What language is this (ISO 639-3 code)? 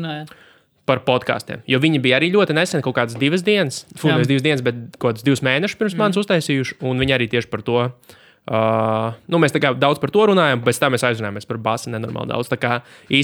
lav